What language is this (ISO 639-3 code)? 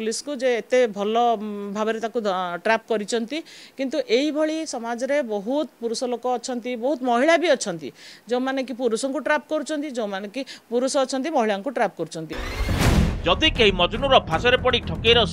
ori